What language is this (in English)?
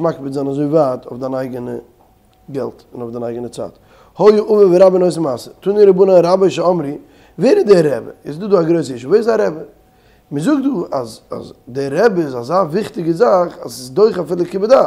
Yiddish